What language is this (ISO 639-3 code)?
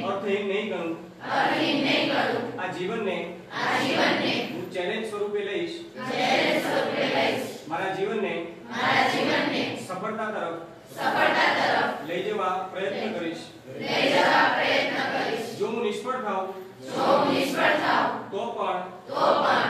guj